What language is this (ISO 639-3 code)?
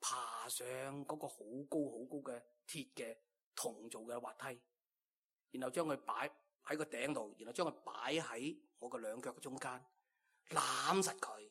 yue